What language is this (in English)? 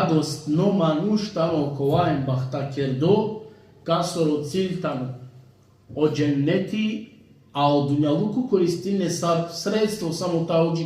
Balkan Romani